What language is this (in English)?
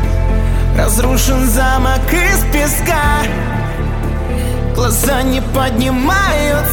Russian